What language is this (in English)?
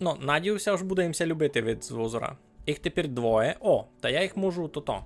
Rusyn